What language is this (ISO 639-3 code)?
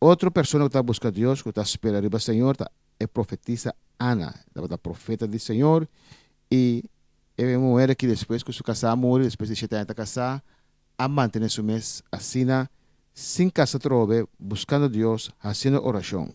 pap